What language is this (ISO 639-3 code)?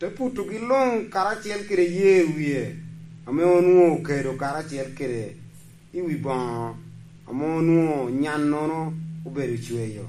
laj